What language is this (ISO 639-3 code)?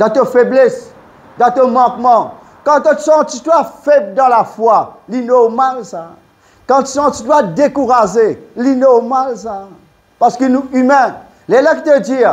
mfe